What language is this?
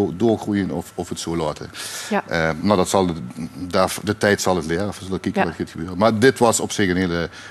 Limburgish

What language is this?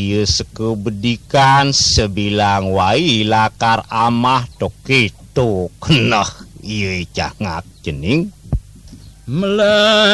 Balinese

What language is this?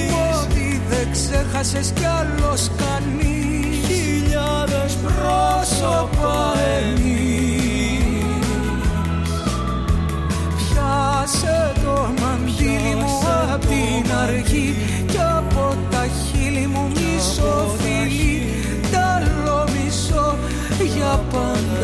Greek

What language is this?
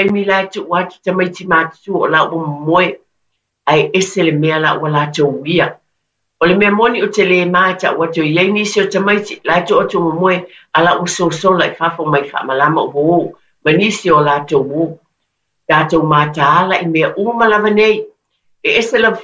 Samoan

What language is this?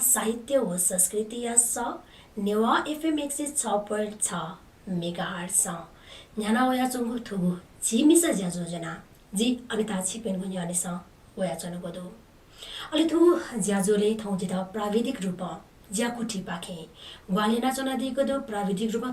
Newari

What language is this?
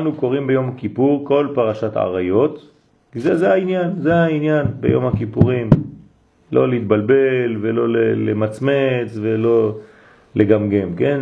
Hebrew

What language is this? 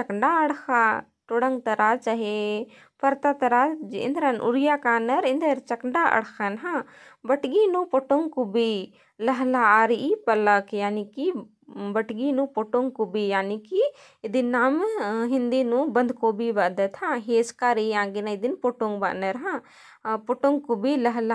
Kurukh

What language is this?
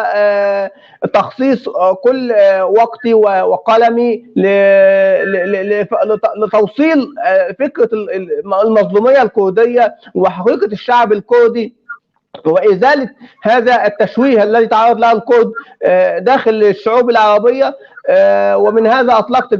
North Levantine Arabic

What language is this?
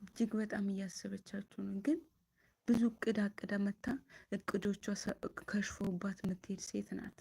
Amharic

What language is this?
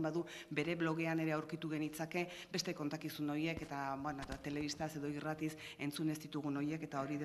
Basque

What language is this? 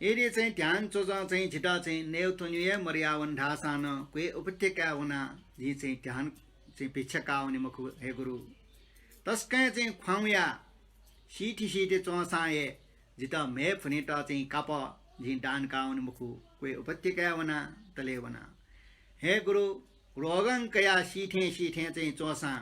Newari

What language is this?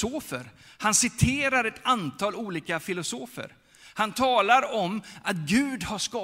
Swedish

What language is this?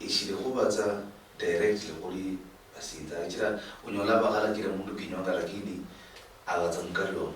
Luyia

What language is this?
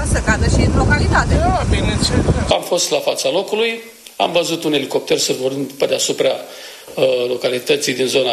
Romanian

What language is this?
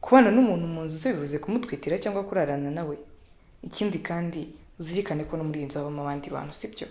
Kinyarwanda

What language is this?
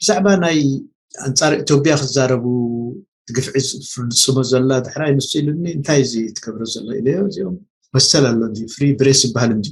Tigrinya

